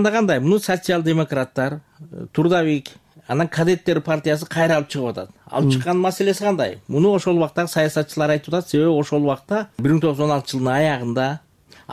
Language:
Kyrgyz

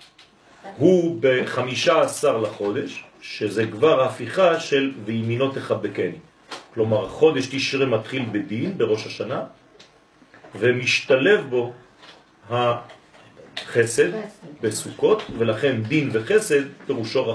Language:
Hebrew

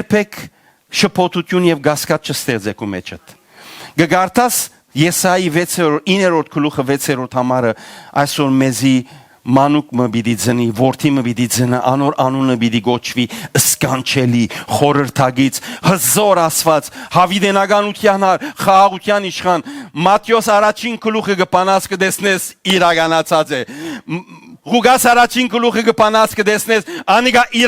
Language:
Western Armenian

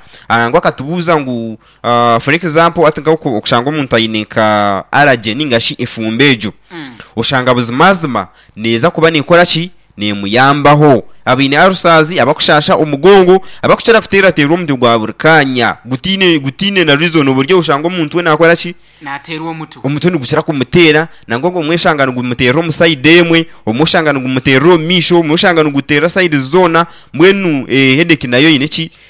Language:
Nyankole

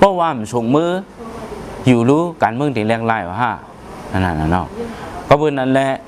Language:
Shan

